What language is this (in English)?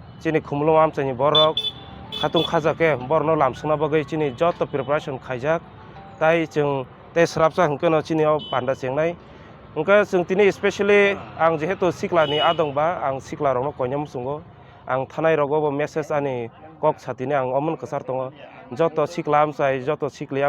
Kok Borok